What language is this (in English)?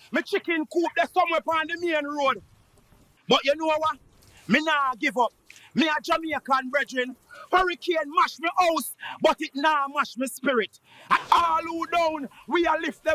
Jamaican Creole English